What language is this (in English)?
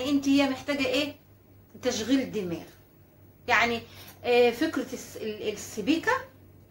Egyptian Arabic